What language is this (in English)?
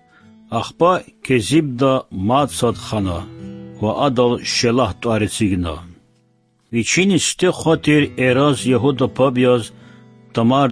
Lezghian